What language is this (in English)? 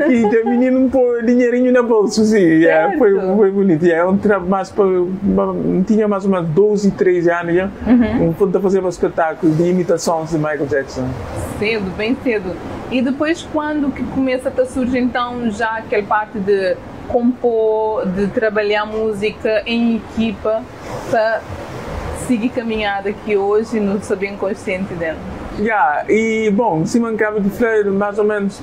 Kabuverdianu